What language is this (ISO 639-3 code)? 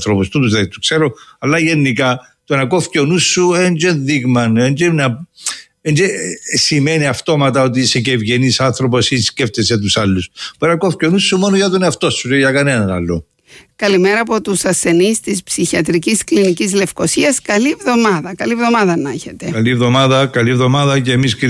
ell